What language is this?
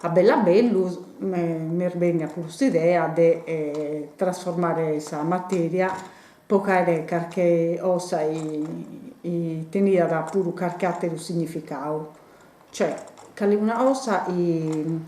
Sardinian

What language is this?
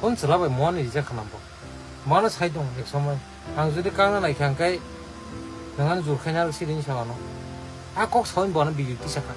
Kok Borok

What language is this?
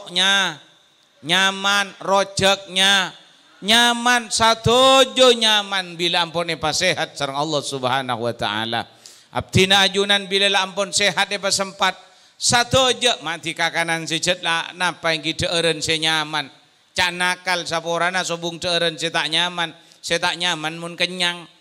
Madurese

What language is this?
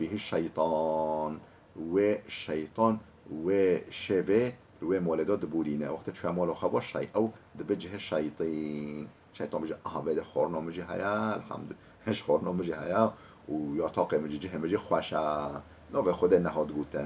Kurdish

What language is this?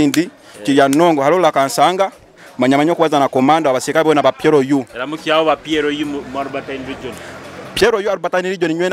Nyoro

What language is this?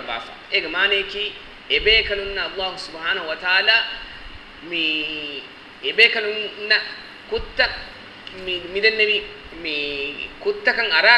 Divehi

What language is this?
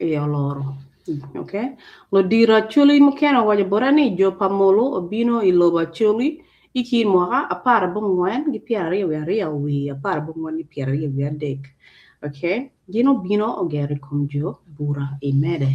Acoli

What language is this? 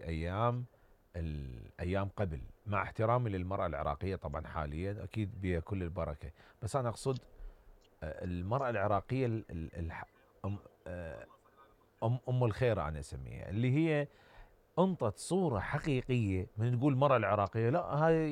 Mesopotamian Arabic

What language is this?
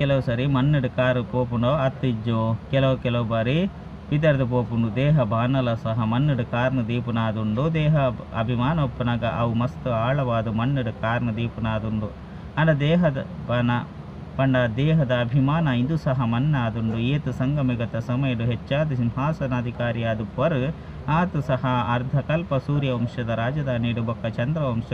Tulu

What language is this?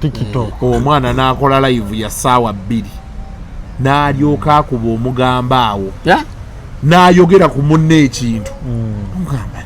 Ganda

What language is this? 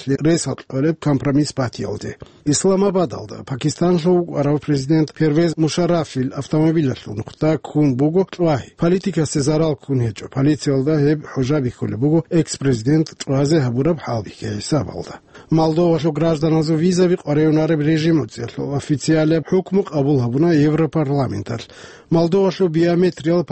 Avaric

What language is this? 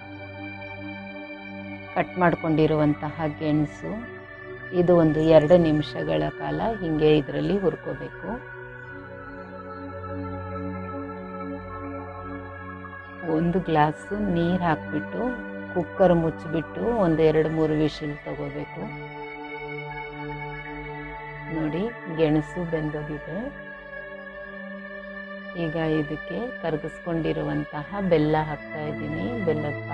Kannada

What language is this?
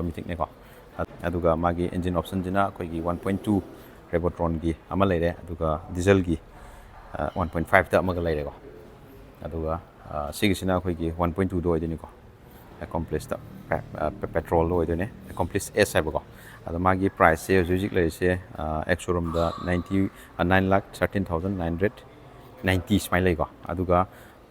Manipuri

